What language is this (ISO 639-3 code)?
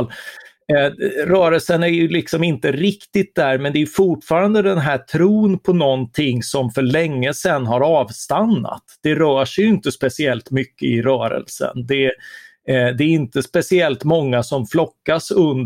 swe